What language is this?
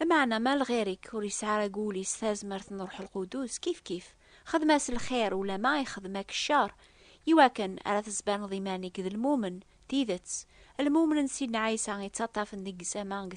Kabyle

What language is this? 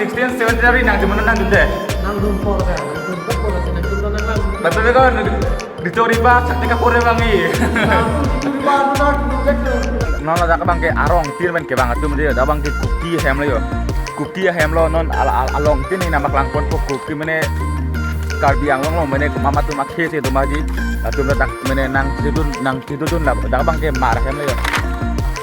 Karbi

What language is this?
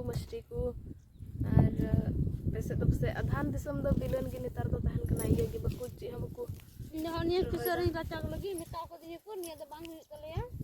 Santali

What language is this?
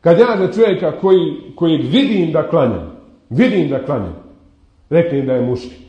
Bosnian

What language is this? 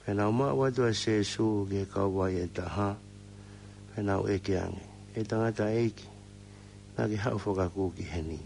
Tongan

